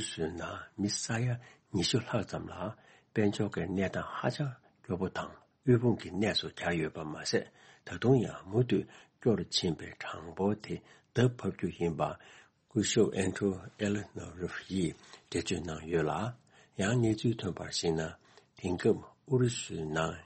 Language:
Tibetan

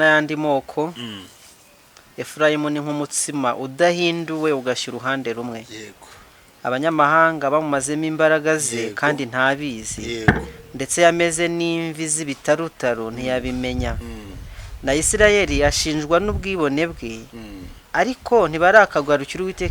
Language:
Kinyarwanda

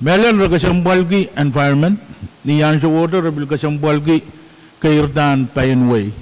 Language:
Pohnpeian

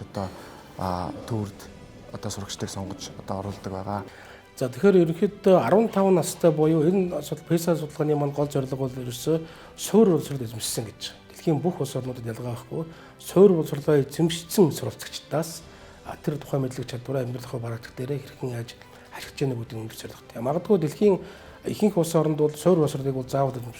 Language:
Mongolian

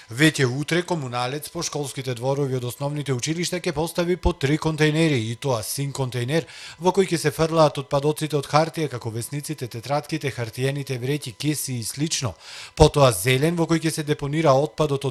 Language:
Macedonian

